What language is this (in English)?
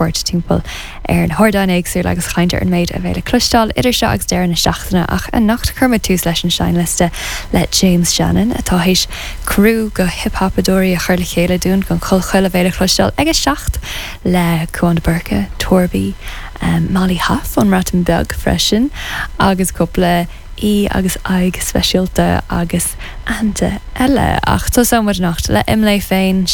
Irish